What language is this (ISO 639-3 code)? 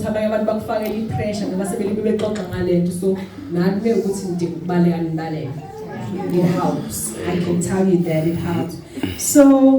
zul